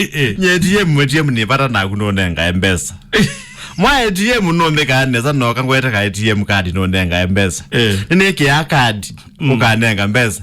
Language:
Kamba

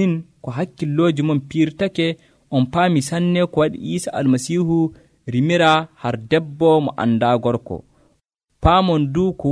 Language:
Nigerian Fulfulde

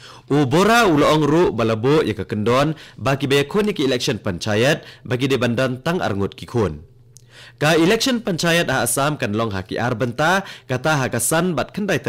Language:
Khasi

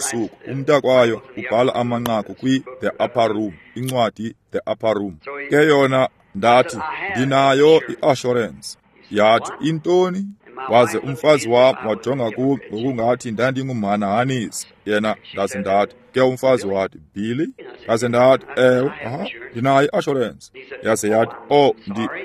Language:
Xhosa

